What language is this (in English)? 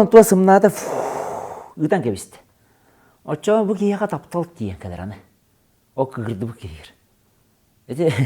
Yakut